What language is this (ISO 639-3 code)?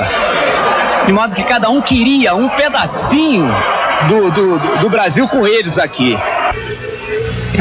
por